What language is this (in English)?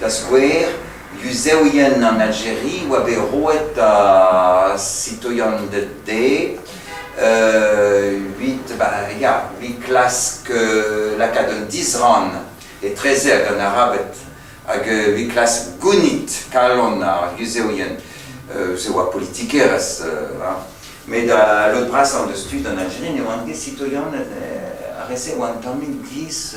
Breton